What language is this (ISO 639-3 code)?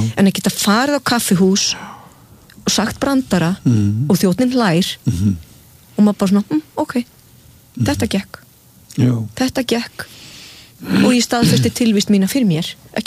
isl